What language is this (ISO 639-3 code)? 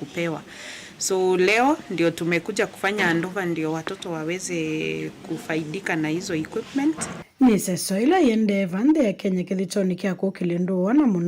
kam